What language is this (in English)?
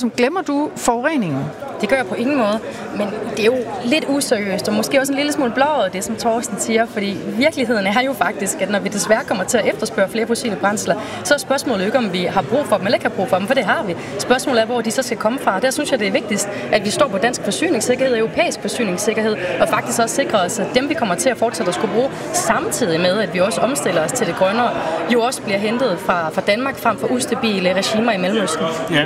Danish